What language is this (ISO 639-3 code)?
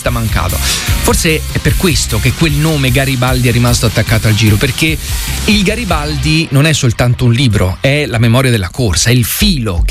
ita